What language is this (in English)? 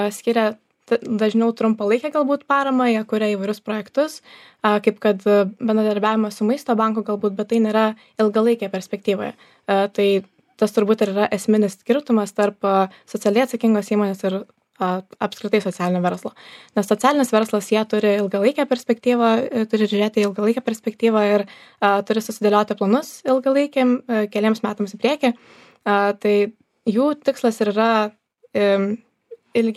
Lithuanian